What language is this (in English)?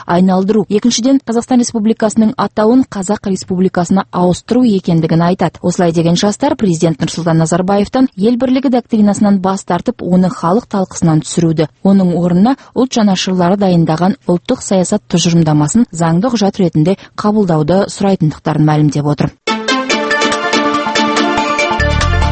Kazakh